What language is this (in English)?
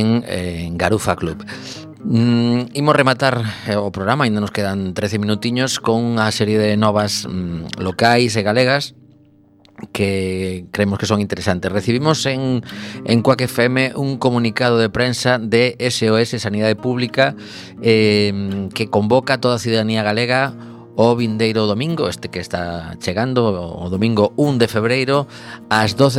Galician